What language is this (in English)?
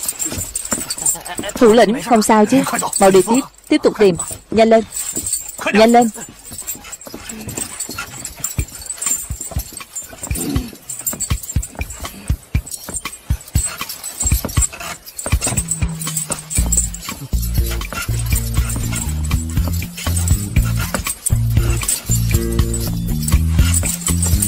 Vietnamese